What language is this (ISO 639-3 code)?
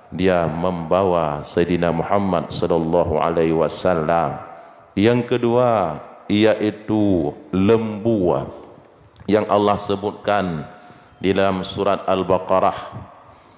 ace